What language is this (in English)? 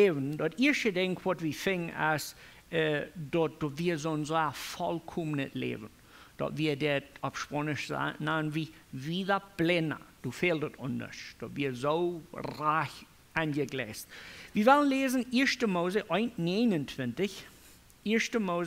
Plautdietsch